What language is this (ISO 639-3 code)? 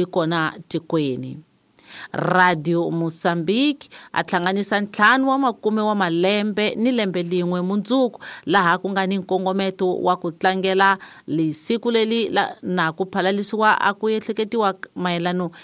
tso